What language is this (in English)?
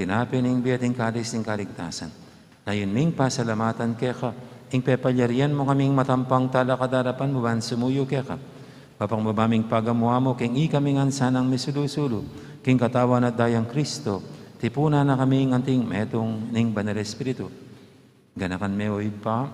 Pampanga